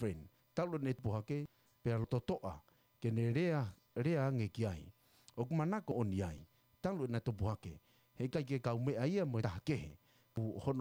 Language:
Tongan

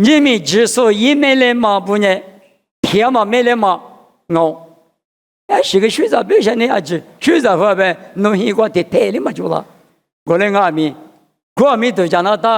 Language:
Lisu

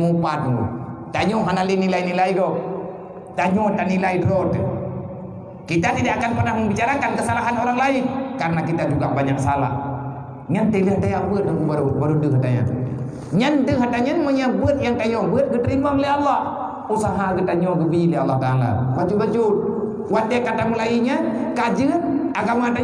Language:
Achinese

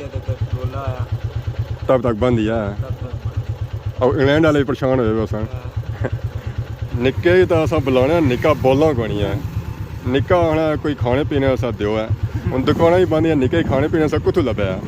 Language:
Pahari-Potwari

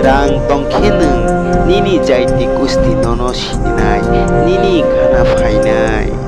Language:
Kok Borok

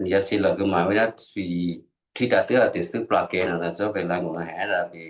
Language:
Western Kayah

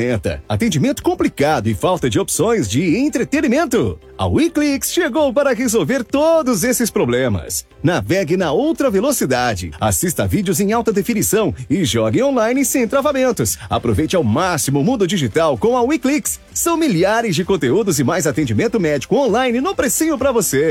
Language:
Portuguese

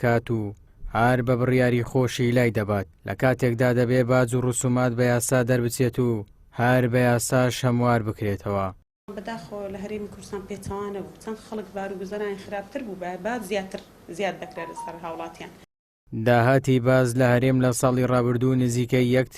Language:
Central Kurdish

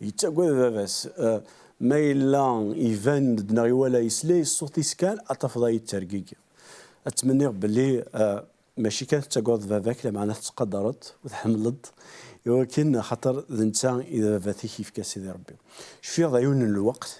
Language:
Kabyle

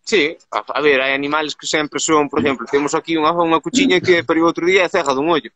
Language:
Galician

